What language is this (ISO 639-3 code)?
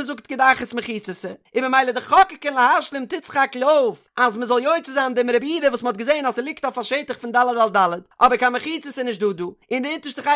yid